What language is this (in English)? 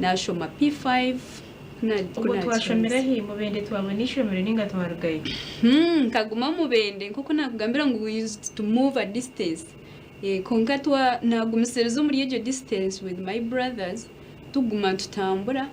Nyankole